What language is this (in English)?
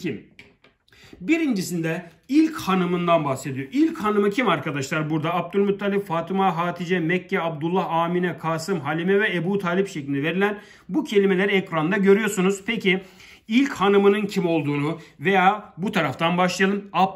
Turkish